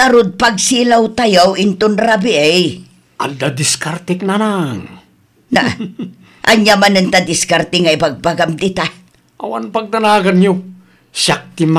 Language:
Iloko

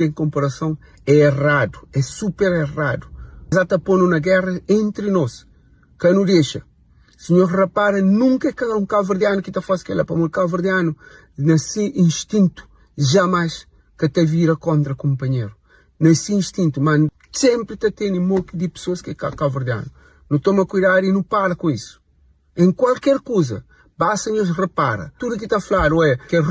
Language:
Kabuverdianu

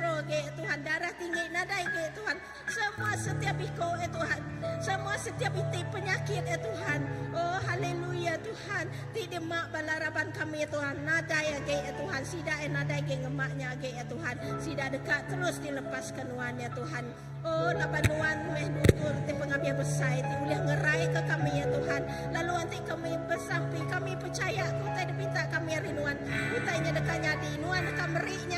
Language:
Iban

